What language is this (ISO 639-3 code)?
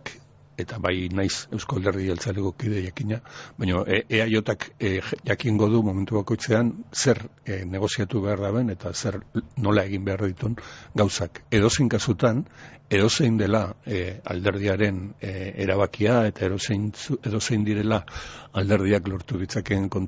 eus